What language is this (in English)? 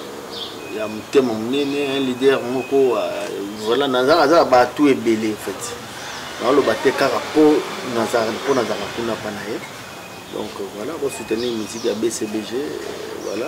Lingala